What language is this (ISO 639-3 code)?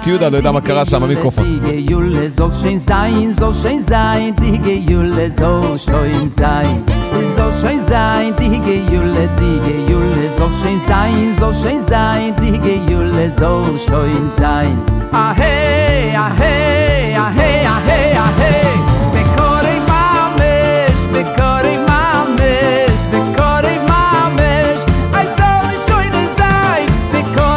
heb